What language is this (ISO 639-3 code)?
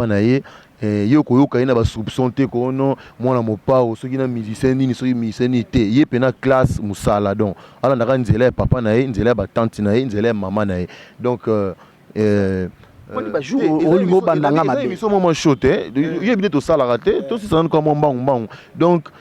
lin